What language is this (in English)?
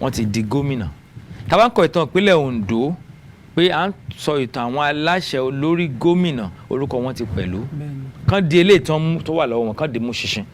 Yoruba